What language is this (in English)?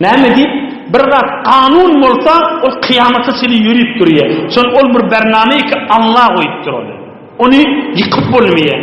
Turkmen